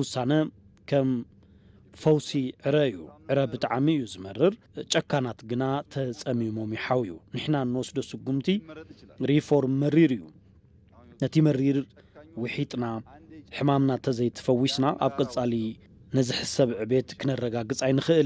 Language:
Tigrinya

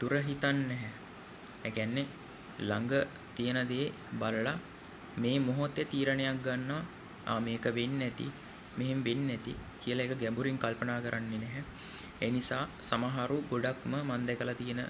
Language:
Sinhala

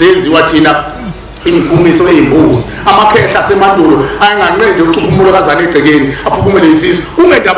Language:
Zulu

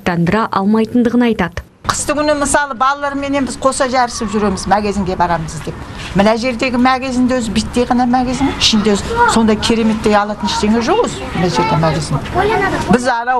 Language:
Kazakh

